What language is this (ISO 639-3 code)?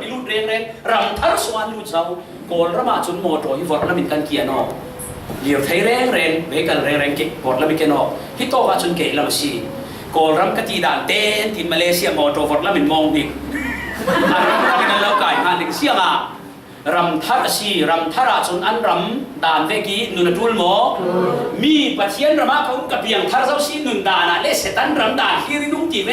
cfm